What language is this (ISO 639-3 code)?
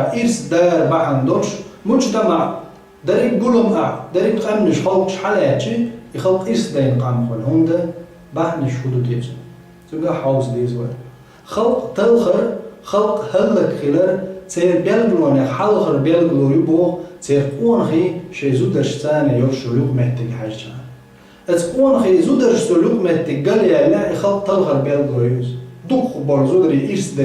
che